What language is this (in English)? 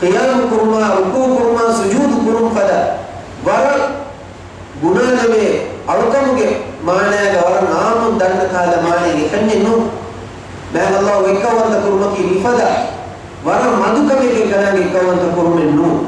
Divehi